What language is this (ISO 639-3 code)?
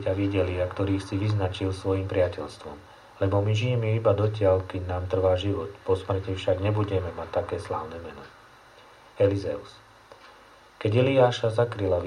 slk